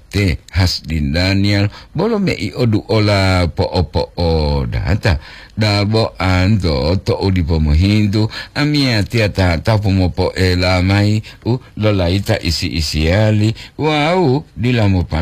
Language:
Gorontalo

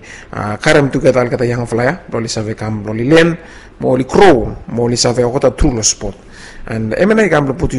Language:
Bislama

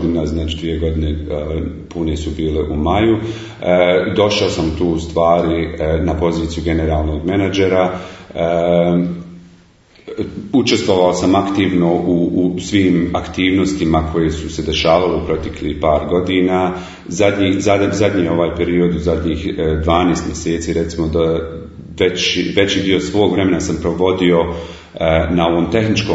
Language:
Bosnian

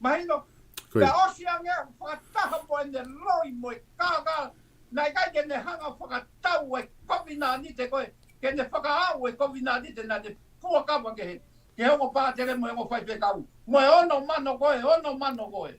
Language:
Tongan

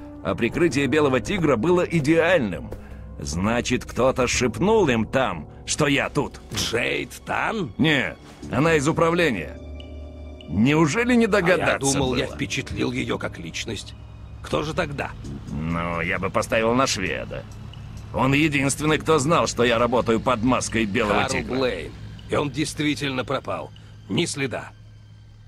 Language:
Russian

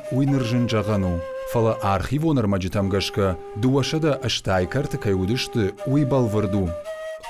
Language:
Ossetic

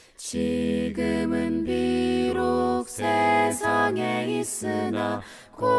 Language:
Korean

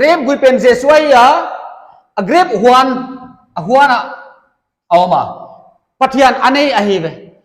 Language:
Paite Chin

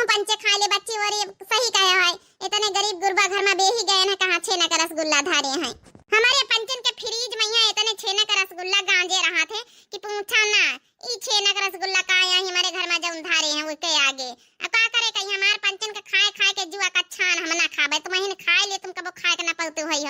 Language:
Awadhi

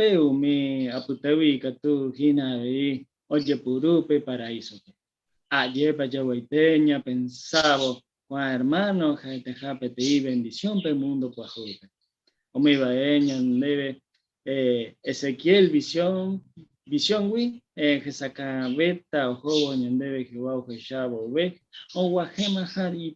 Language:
Guarani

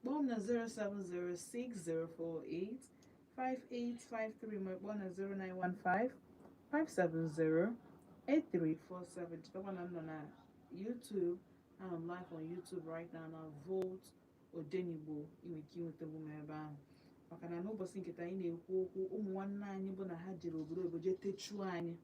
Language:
Igbo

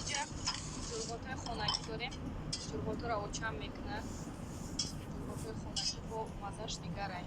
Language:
Tajik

